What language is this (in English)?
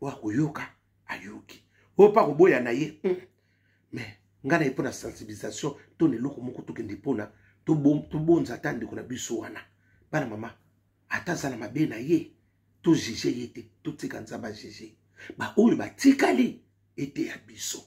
Lingala